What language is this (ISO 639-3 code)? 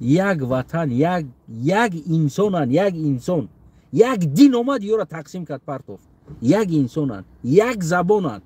tgk